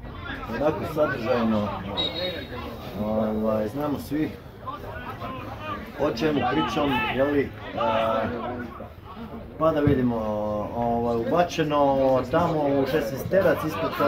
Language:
Croatian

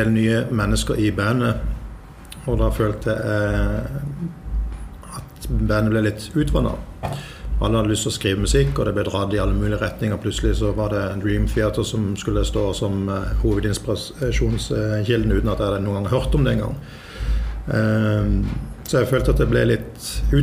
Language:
Norwegian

